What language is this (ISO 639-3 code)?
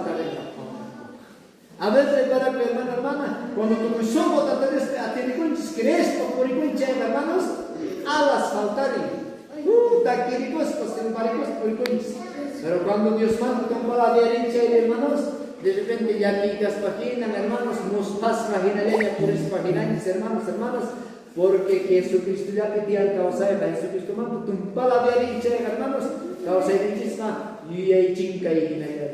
quh